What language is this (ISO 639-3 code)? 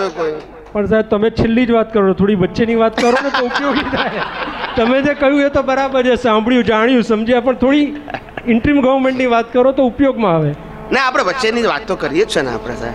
guj